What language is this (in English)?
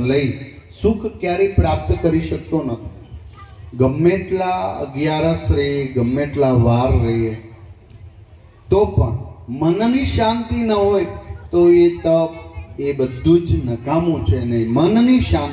Gujarati